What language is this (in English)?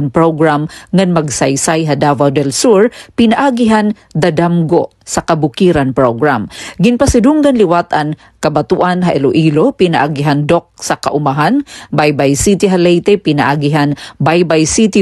Waray